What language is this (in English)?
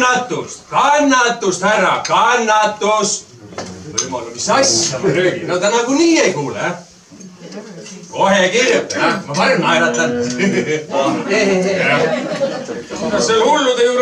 Estonian